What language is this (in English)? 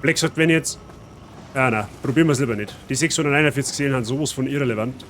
Bavarian